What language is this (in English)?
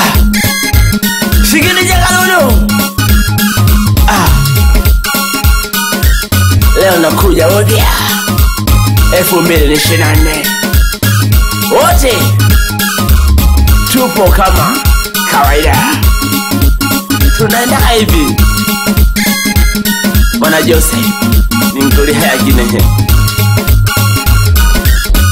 Swahili